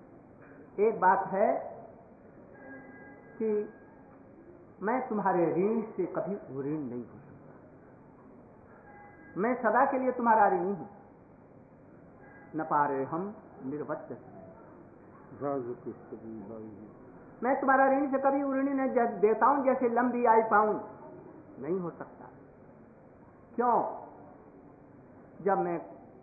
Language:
Hindi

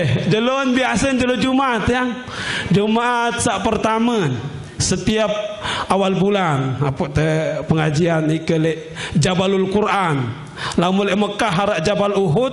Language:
Sasak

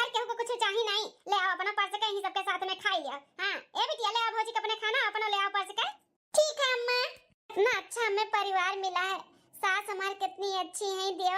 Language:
Awadhi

